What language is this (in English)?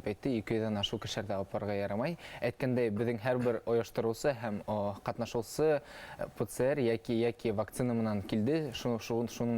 Bashkir